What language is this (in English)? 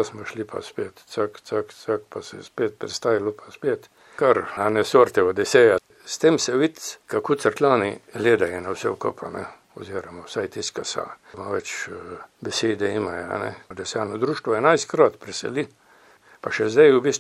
Slovenian